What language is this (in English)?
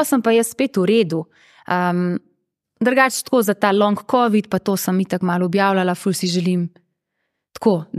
Slovenian